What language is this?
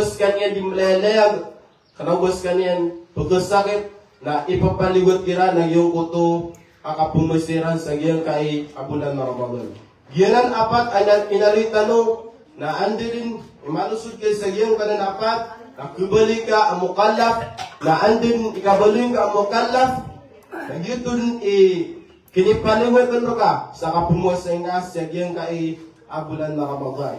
Maranao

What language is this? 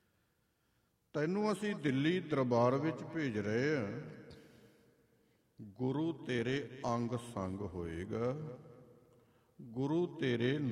Punjabi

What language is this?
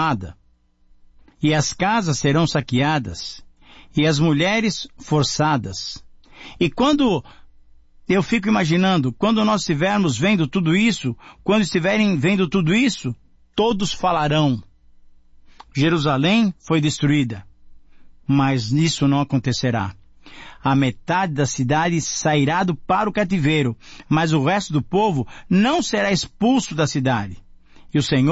Portuguese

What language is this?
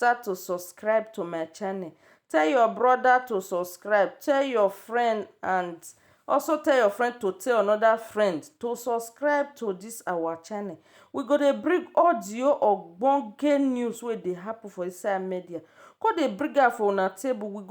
Nigerian Pidgin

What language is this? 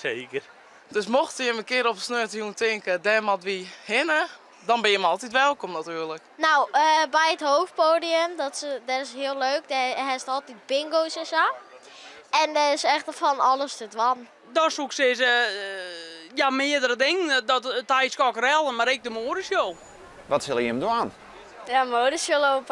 Western Frisian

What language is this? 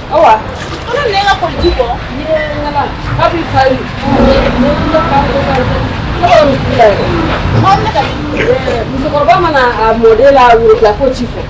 Bambara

